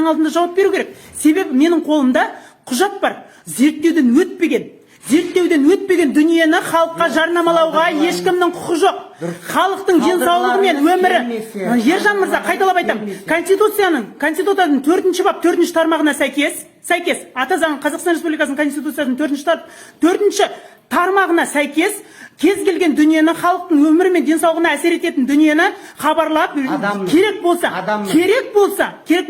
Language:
Kazakh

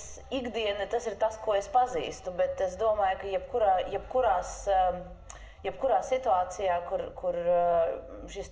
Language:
Latvian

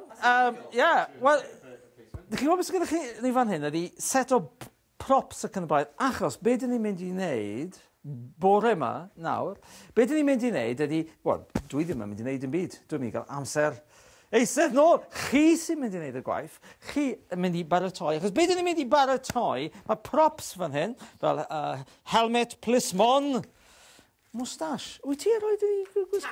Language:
Welsh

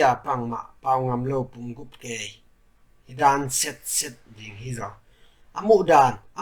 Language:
Tedim Chin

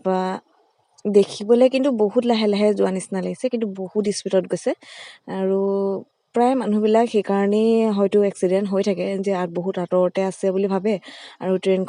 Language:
Assamese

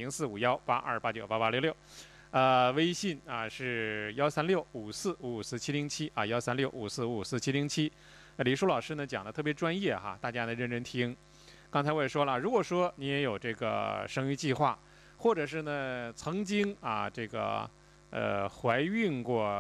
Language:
Chinese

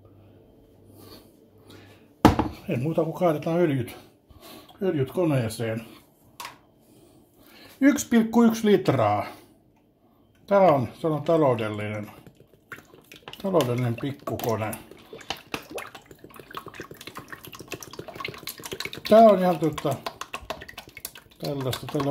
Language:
Finnish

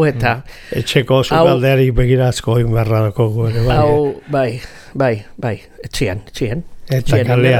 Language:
Basque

